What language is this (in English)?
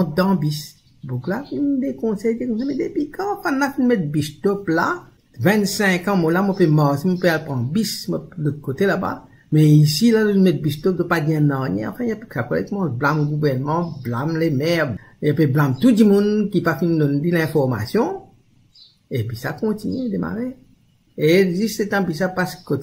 Morisyen